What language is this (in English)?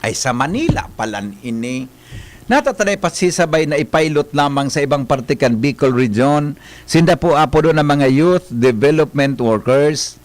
Bikol